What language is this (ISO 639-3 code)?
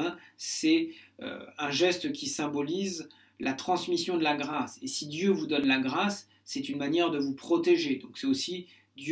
fra